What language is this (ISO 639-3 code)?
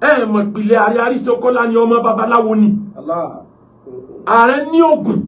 yor